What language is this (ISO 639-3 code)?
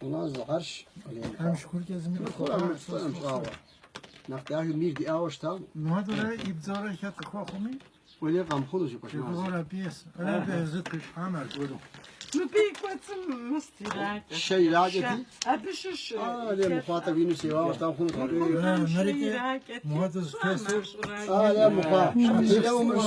kbd